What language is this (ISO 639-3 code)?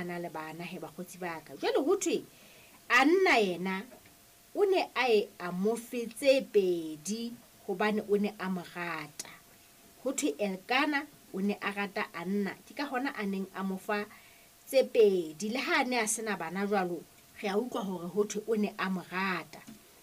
sot